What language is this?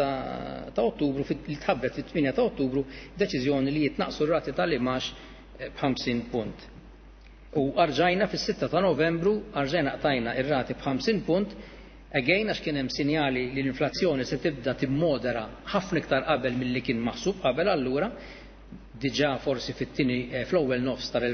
Maltese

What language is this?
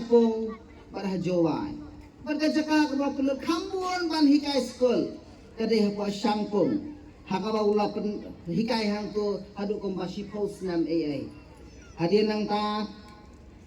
Khasi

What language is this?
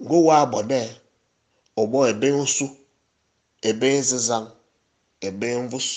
Fang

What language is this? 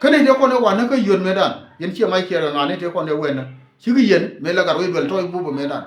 Nuer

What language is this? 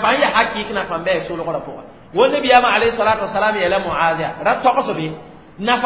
Mossi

